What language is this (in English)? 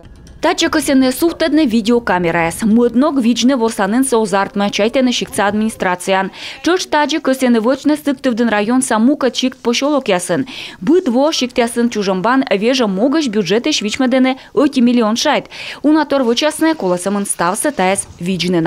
Komi